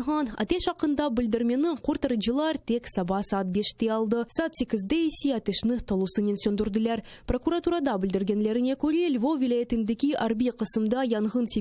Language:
Crimean Tatar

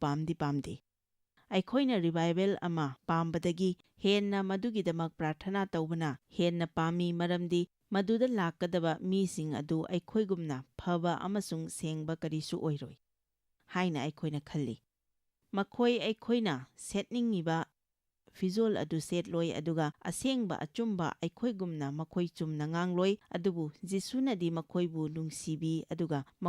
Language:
Manipuri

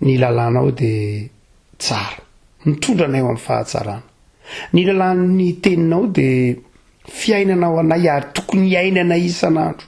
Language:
Malagasy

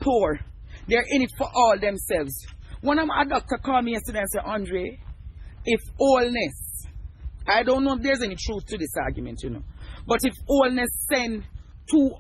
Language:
Jamaican Creole English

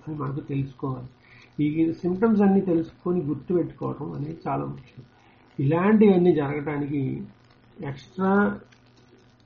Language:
Telugu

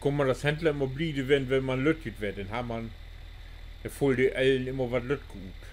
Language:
Low German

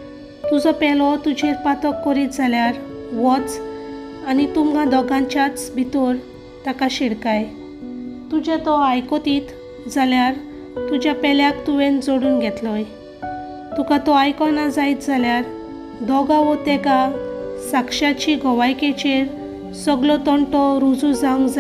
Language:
Konkani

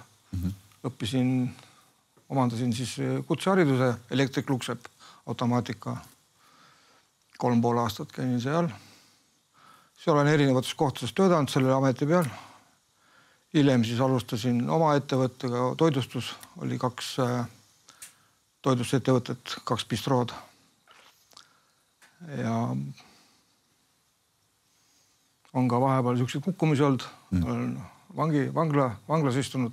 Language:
Estonian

